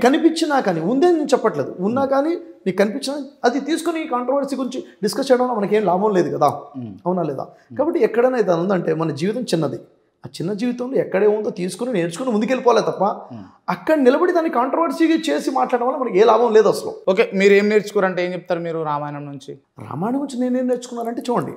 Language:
Telugu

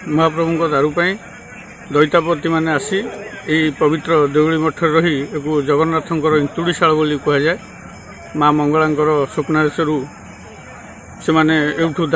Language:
Odia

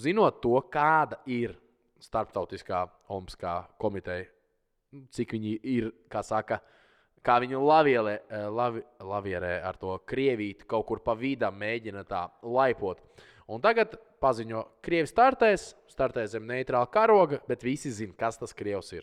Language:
Latvian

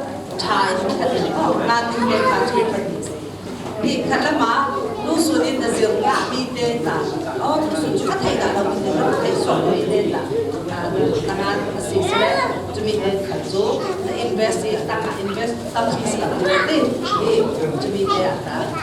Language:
Falam Chin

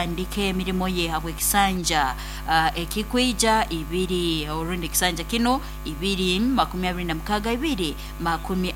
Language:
Nyoro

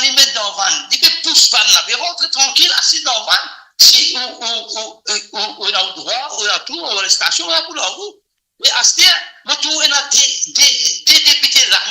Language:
Morisyen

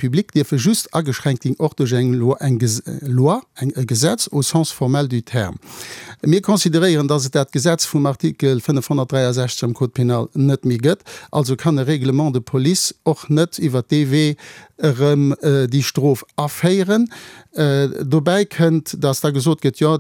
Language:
Luxembourgish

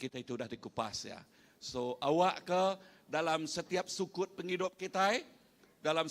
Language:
Iban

